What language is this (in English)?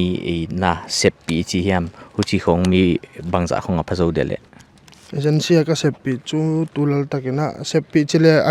Paite Chin